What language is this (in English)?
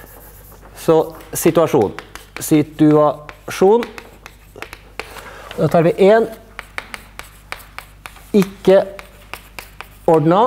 Norwegian